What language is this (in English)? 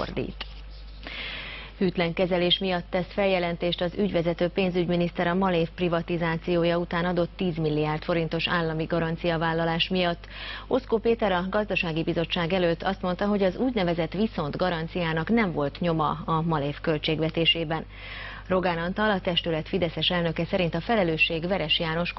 Hungarian